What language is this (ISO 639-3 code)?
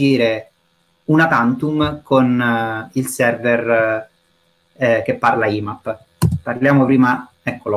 ita